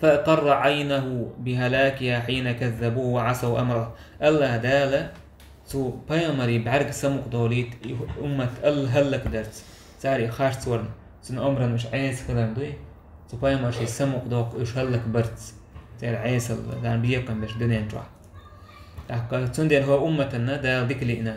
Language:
Chechen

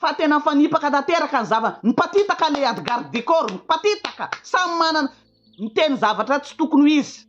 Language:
Malagasy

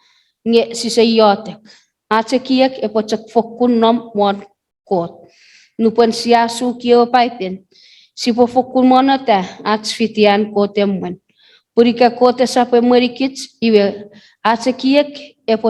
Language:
Chuukese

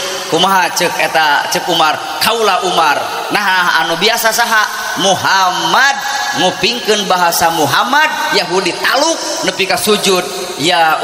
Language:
Sundanese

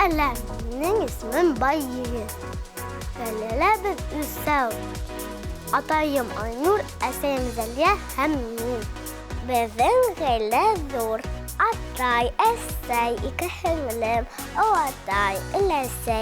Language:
Bashkir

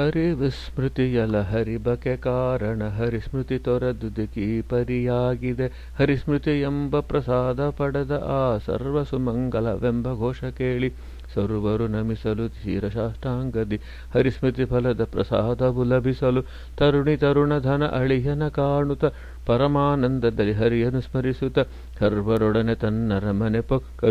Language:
Kannada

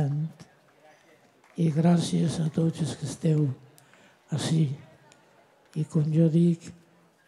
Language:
Catalan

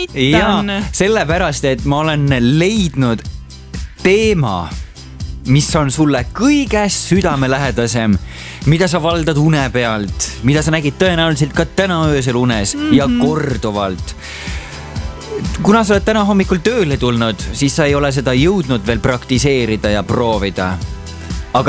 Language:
Estonian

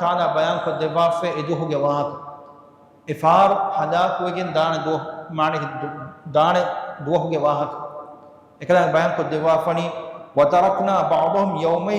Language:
Divehi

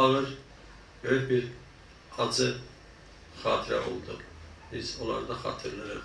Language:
South Azerbaijani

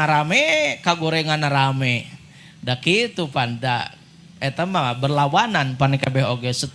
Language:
Sundanese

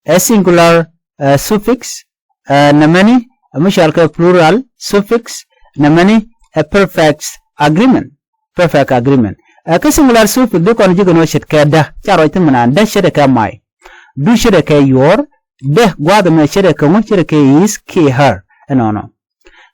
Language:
Nuer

